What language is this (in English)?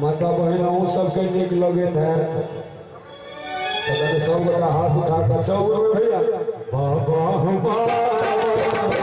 Maithili